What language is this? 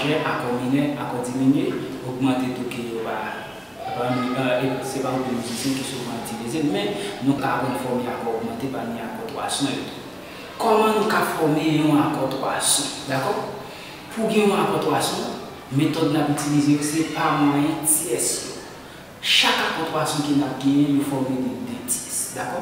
Haitian Creole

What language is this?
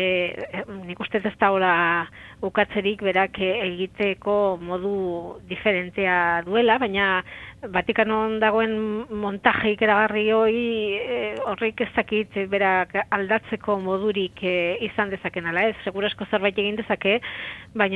Basque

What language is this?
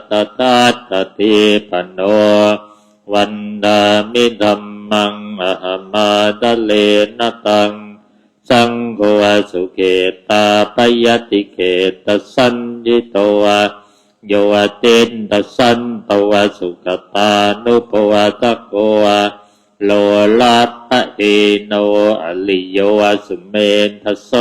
Pali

